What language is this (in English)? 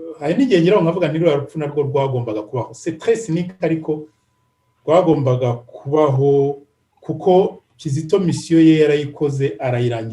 Kinyarwanda